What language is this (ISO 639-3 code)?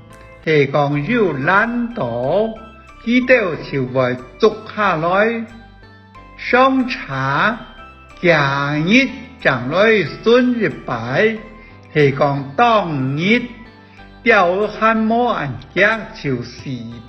hak